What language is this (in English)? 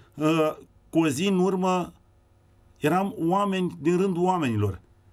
Romanian